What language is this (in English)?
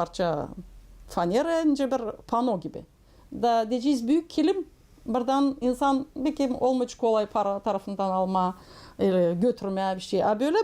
Gagauz